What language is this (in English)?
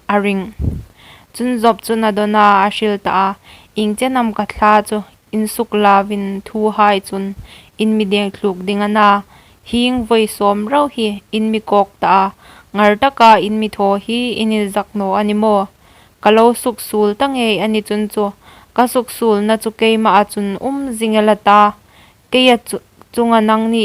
Hmar